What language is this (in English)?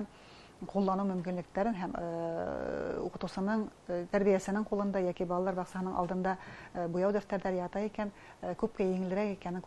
Bashkir